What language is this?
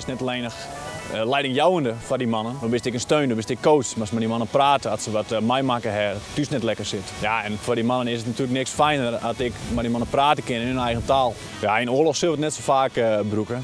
Western Frisian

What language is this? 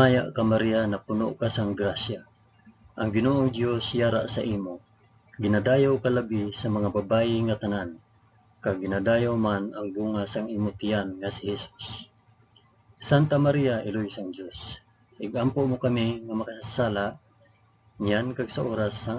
Hiligaynon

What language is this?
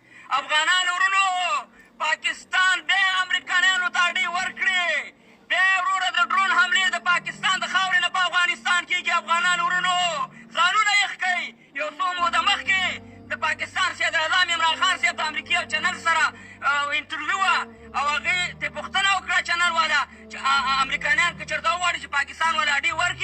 Pashto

